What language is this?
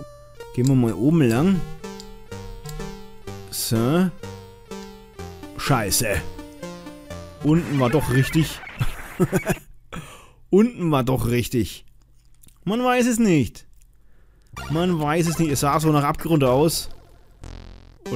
German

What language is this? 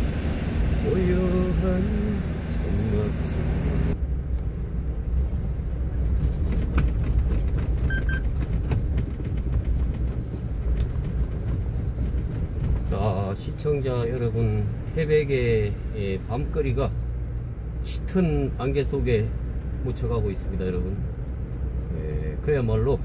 Korean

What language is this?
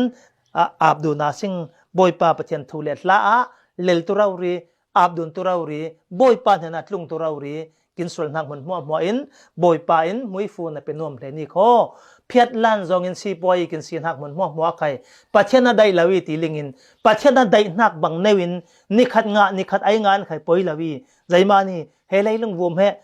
Falam Chin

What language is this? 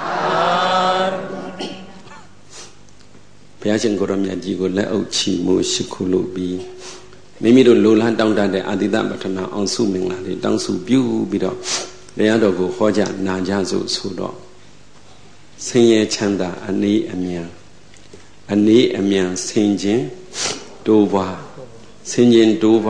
Burmese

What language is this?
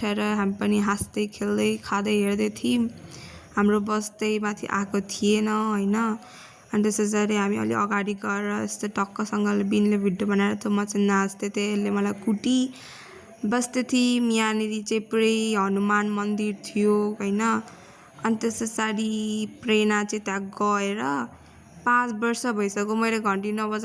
Nepali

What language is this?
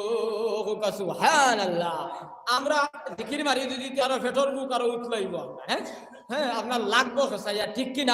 Sylheti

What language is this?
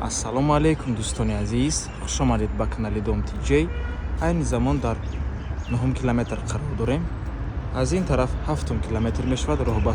Tajik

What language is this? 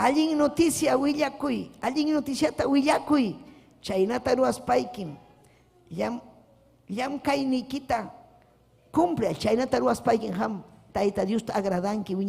Ayacucho Quechua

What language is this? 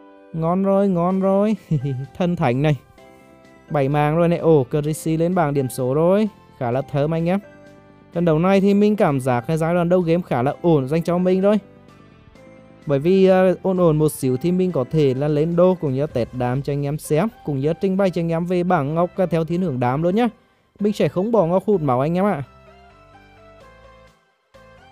Vietnamese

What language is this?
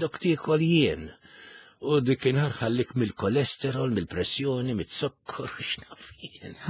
Maltese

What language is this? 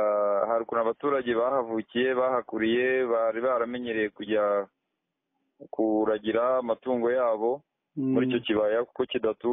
Kinyarwanda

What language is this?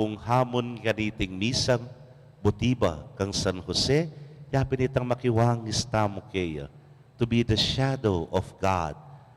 Pampanga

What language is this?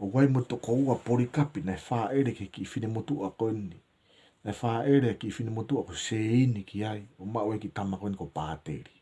Tongan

